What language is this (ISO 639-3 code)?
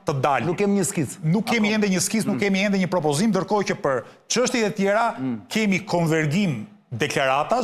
sqi